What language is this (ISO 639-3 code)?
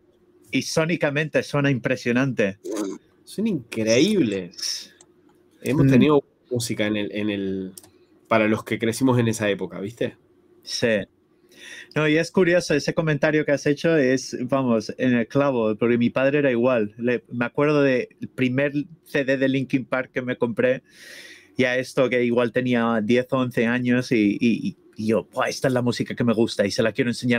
spa